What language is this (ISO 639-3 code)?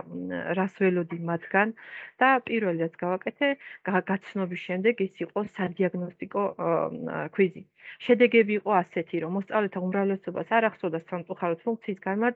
kat